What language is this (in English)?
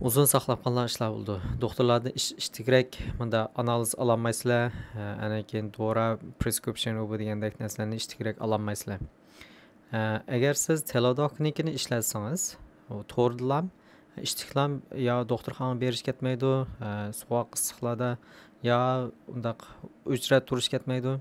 Uyghur